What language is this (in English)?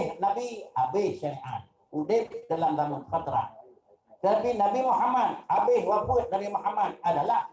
Achinese